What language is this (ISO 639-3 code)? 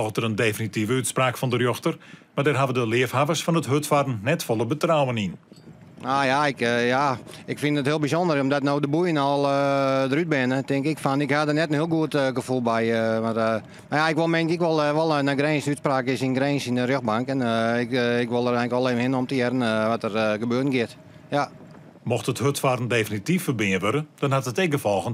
fry